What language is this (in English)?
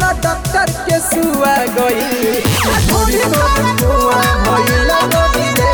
Bhojpuri